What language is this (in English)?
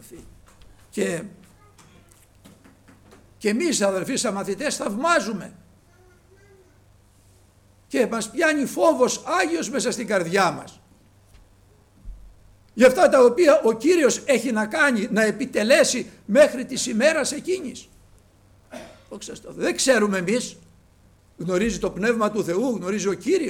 Greek